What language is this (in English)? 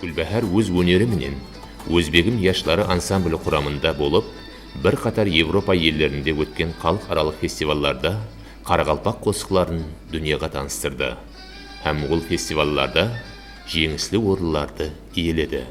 Kara-Kalpak